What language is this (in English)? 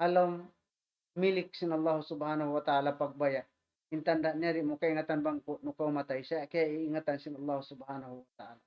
Tausug